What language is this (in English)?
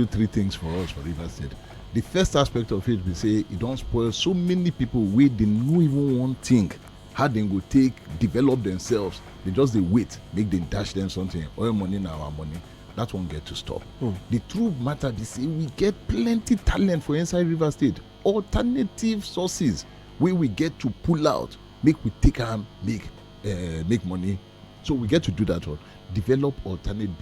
Nigerian Pidgin